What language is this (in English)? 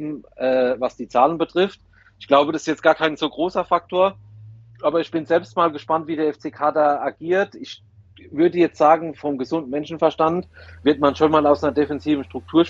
German